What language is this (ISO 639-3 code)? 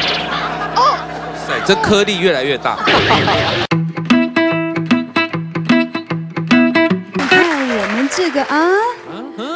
zho